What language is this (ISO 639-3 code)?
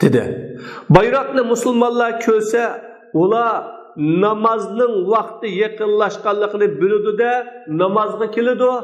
uig